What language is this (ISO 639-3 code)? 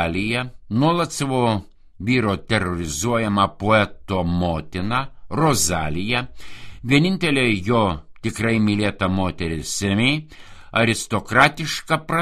lit